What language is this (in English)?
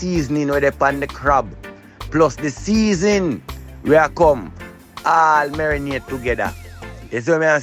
Jamaican Creole English